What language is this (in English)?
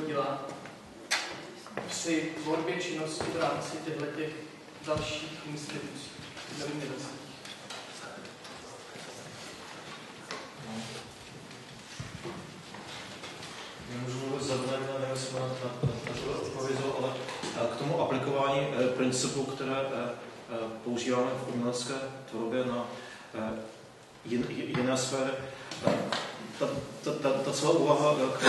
Czech